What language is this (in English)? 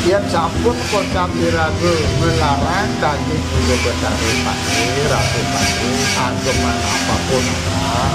Balinese